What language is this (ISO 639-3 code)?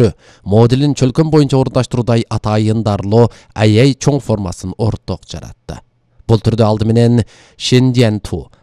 kir